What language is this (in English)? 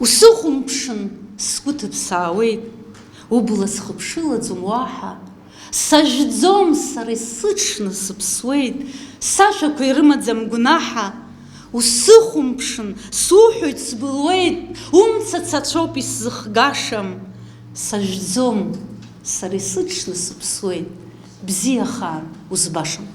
Abkhazian